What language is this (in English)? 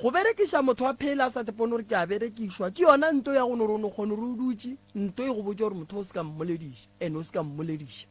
Northern Sotho